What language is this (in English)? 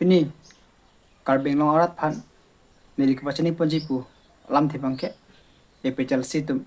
Karbi